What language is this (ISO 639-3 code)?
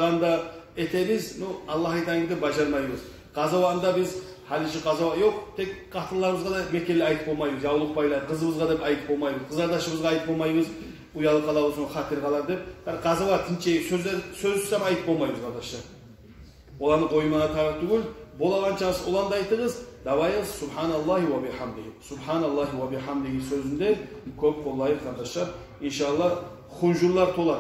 kum